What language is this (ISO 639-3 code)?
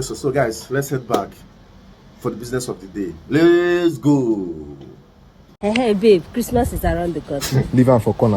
pcm